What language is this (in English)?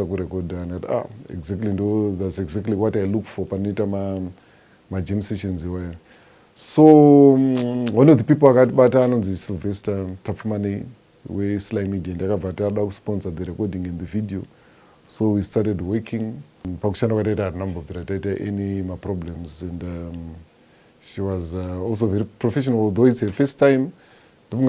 Shona